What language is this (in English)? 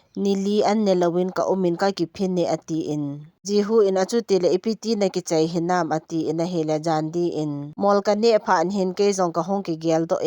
Thado Chin